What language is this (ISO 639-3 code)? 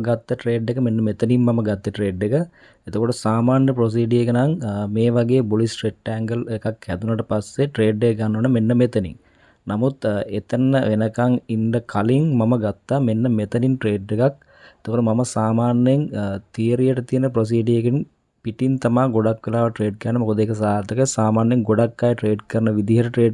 sin